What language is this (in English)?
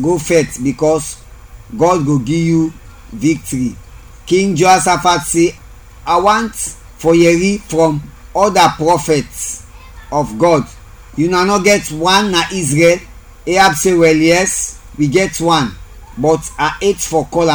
Krio